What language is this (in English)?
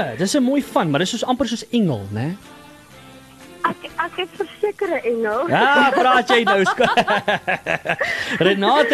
Afrikaans